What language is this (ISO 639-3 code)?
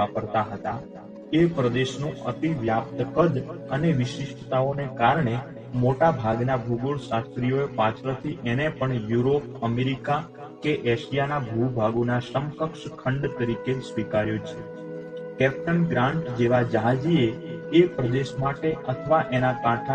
guj